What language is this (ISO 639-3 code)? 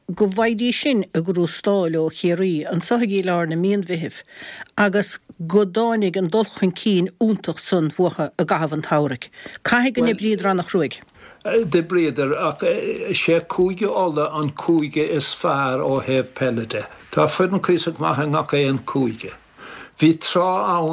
gle